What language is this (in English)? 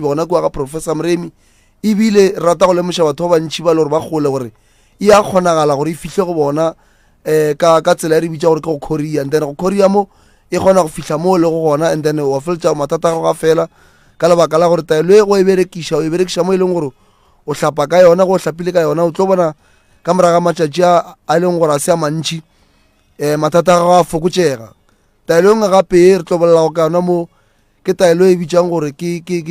Northern Sotho